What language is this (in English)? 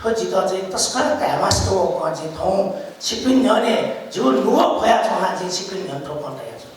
Newari